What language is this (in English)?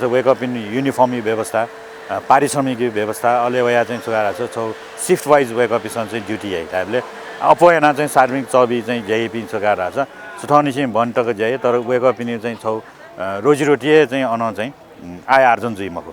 Newari